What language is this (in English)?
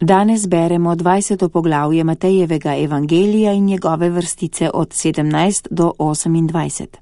Slovenian